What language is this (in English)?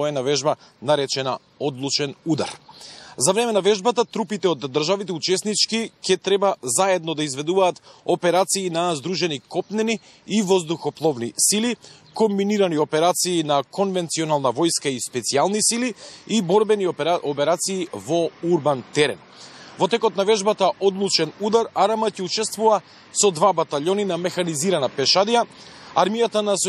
Macedonian